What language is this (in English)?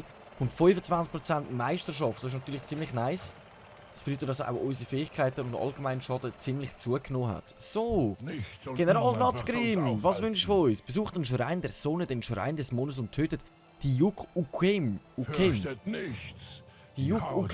Swiss German